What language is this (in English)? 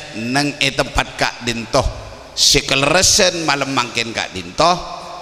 Madurese